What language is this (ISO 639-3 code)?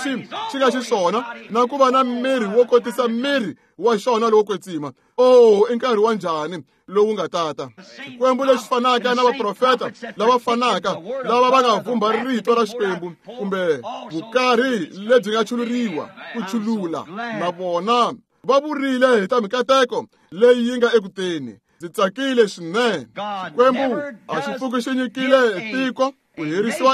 tso